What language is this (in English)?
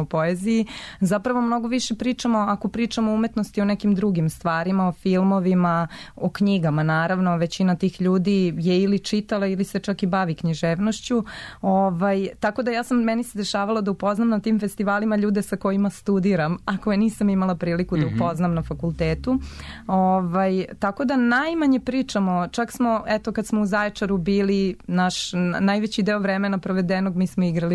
Serbian